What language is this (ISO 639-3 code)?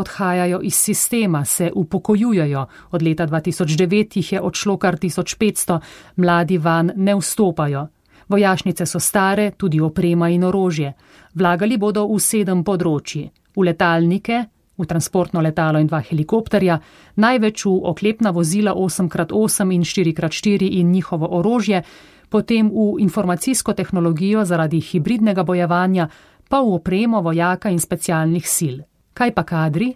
slv